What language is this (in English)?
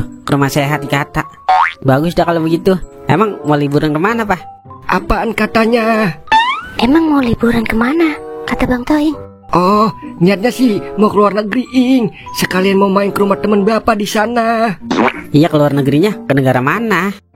Betawi